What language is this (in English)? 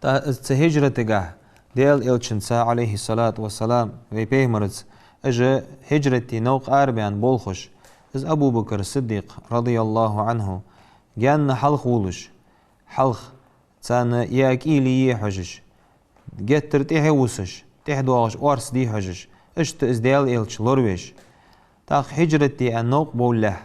Ingush